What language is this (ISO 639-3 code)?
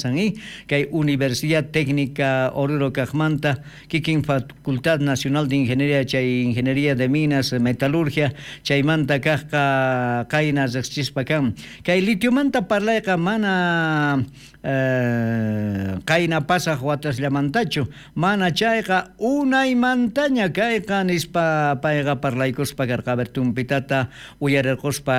quh